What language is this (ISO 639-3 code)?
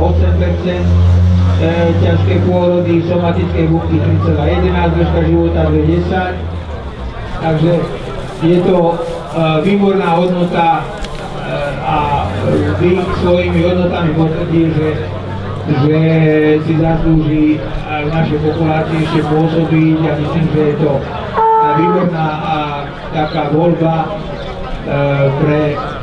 slk